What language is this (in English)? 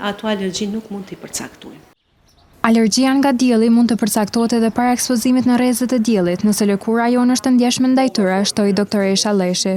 Albanian